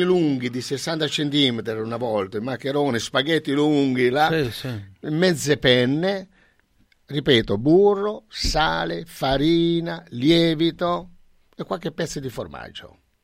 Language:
Italian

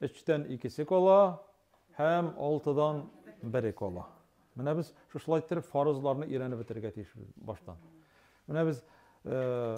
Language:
Tatar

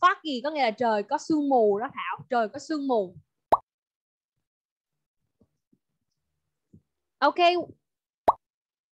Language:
Vietnamese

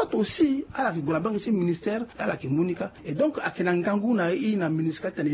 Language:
Sango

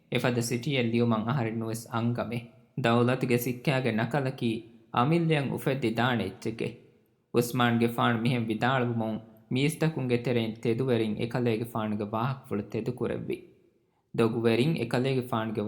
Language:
Divehi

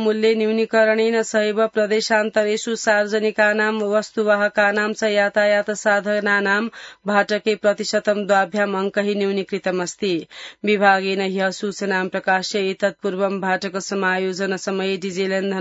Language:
Sanskrit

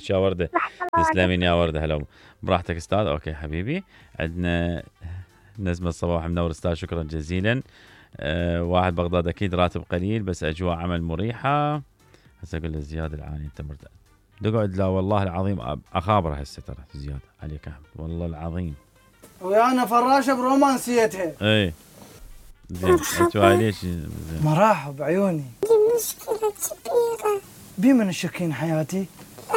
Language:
Mesopotamian Arabic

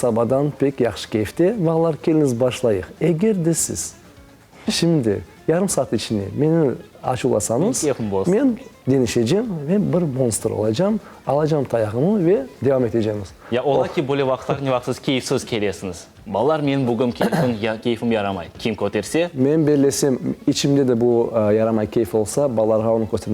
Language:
Crimean Tatar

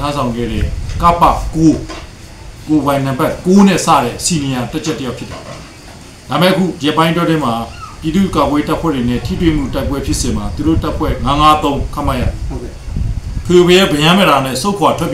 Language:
Burmese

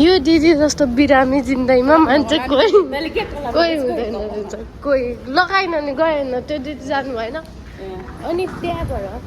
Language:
Nepali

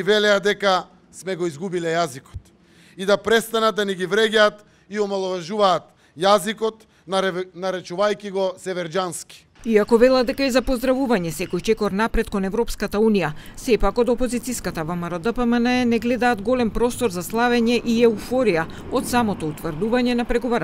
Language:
Macedonian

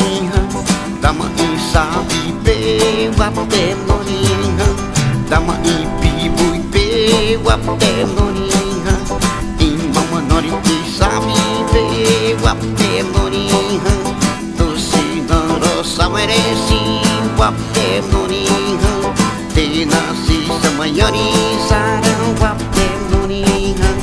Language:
Xavánte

